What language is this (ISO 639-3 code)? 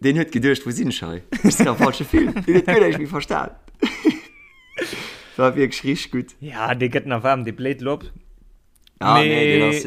ltz